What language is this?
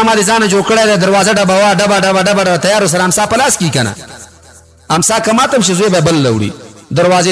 Pashto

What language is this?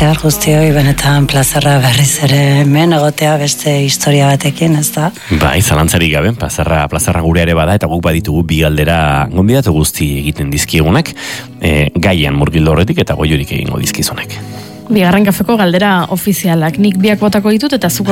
Basque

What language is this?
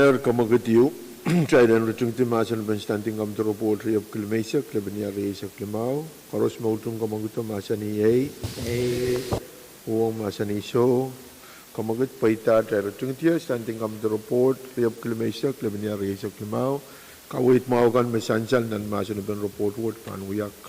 Pohnpeian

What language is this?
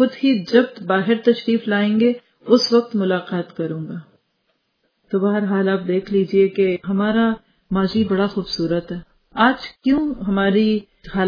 Urdu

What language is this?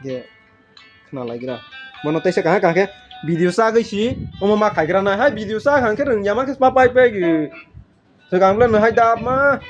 Kok Borok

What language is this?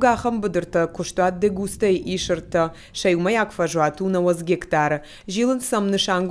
Ossetic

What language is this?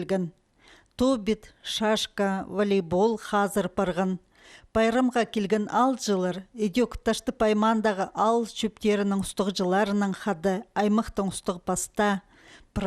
Khakas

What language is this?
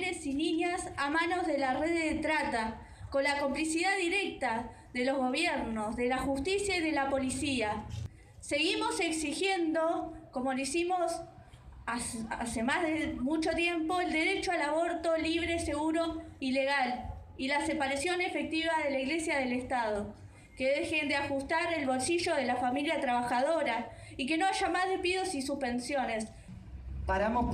Spanish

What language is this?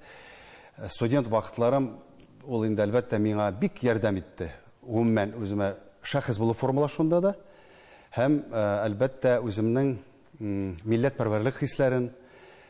Tatar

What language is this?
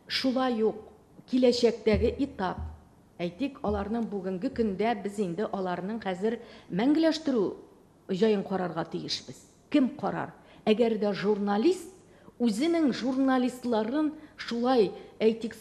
Tatar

